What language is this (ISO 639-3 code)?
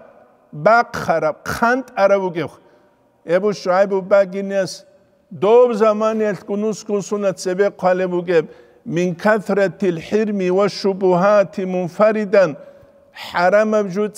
ava